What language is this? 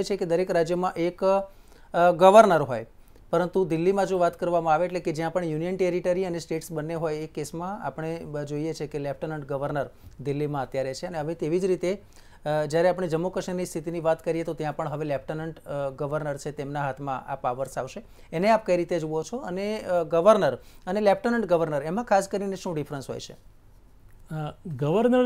Gujarati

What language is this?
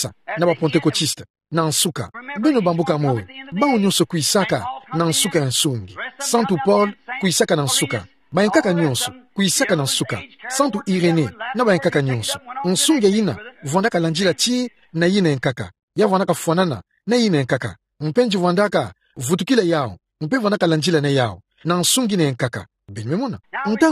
Kituba (Democratic Republic of Congo)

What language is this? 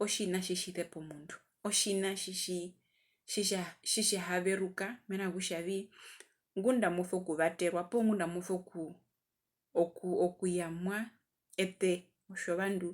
Herero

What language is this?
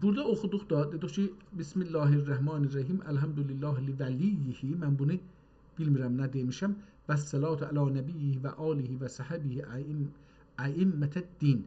South Azerbaijani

